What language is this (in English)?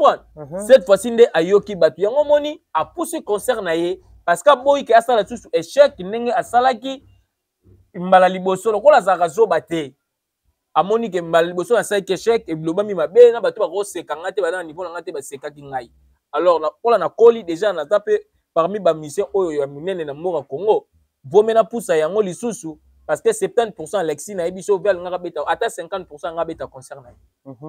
Lingala